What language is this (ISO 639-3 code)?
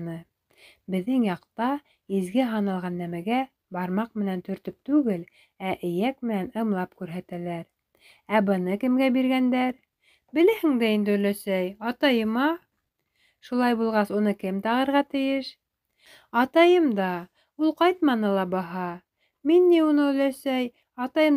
bak